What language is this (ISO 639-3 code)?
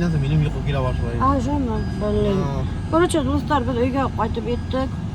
bak